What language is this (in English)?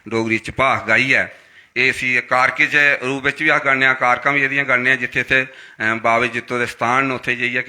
Dogri